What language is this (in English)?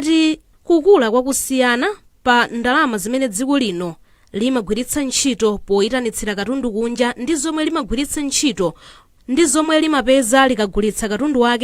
Nyanja